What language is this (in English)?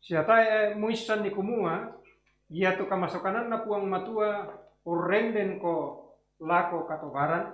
Toraja-Sa'dan